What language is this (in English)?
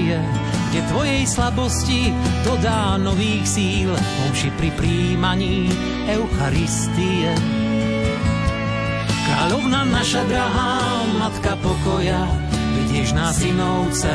Slovak